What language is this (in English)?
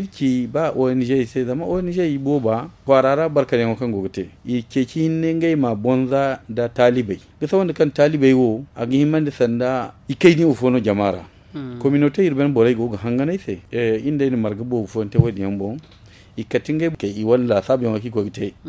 Zarma